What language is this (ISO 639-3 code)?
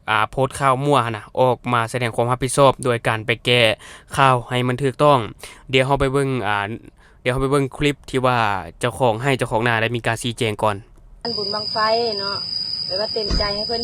lao